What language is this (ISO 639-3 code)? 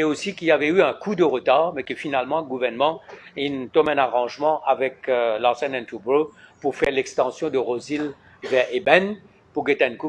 mfe